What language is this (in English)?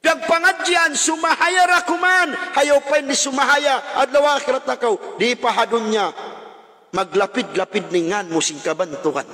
Tausug